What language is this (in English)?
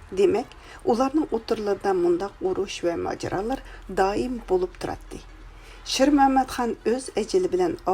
Uyghur